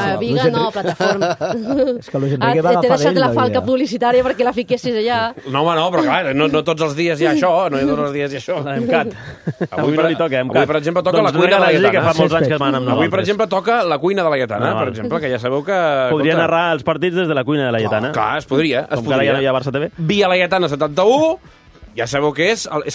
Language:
Catalan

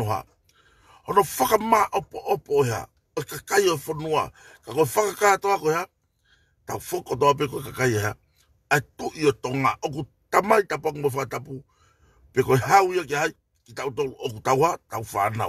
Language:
Tongan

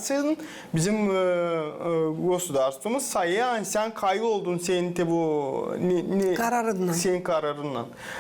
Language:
Gagauz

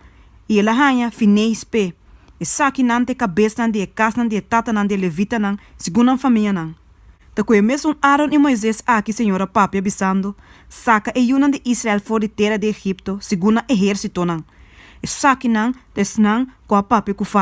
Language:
Papiamento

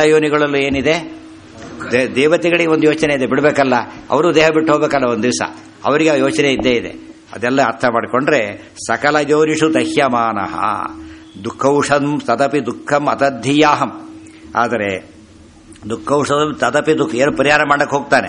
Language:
Kannada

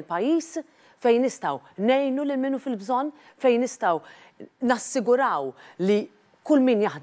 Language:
Maltese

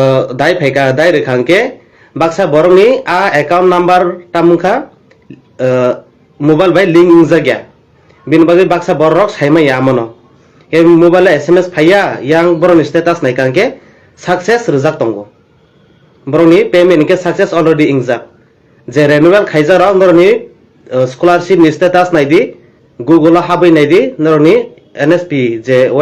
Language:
Kok Borok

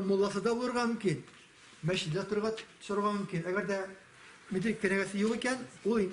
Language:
Tatar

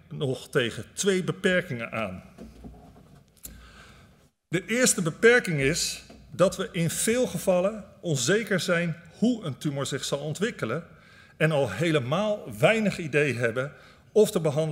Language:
Dutch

